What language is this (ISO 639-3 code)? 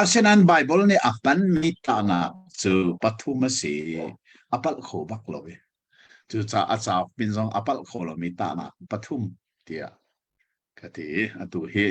cnh